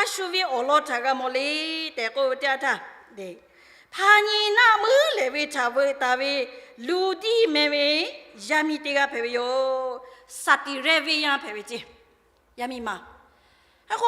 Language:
Lahu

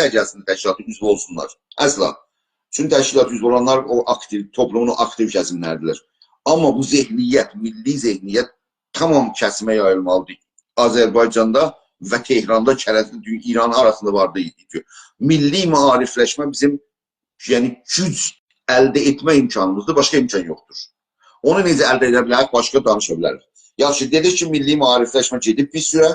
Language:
South Azerbaijani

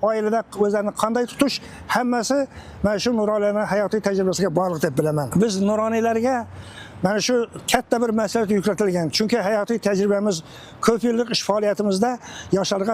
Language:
Uzbek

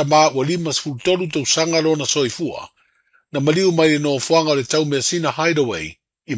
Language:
Samoan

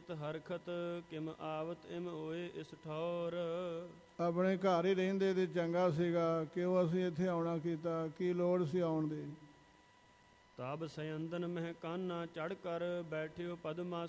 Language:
Punjabi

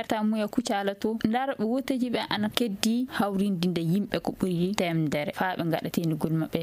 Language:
Fula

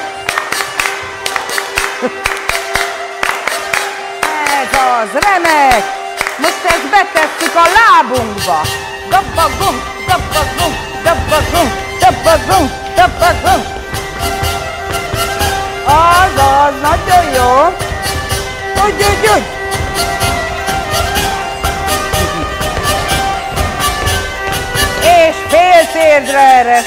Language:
Hungarian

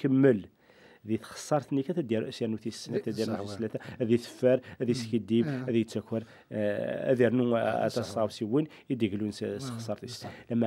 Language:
Kabyle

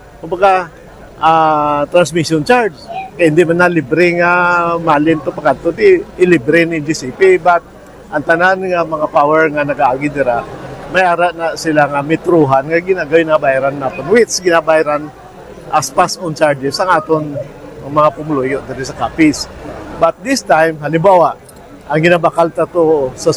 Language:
Hiligaynon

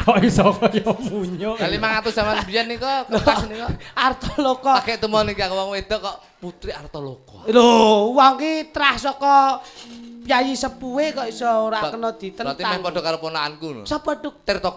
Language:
Javanese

